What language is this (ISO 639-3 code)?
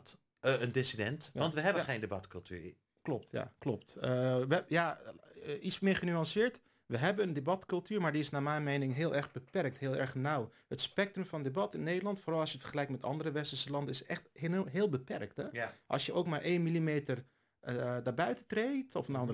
nld